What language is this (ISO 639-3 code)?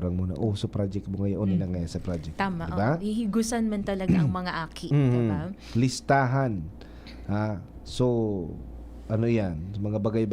bik